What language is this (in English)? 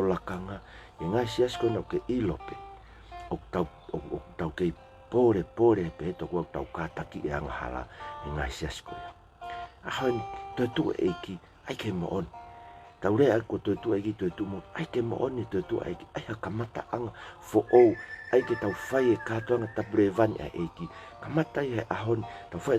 Tongan